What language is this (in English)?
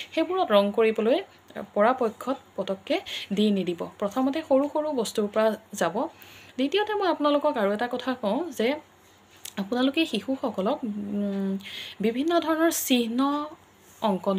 Assamese